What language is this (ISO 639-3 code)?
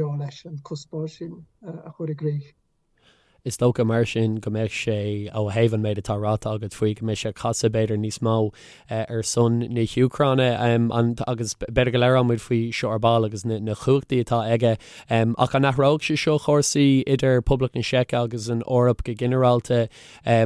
gle